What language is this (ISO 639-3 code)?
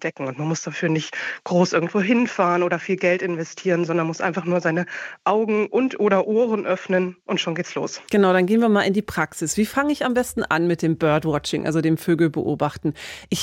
deu